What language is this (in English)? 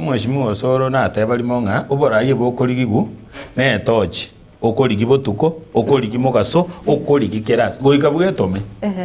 Gusii